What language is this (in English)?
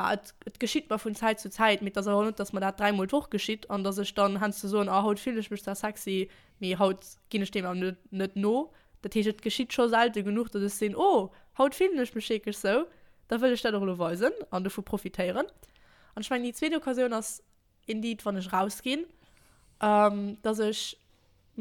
Luxembourgish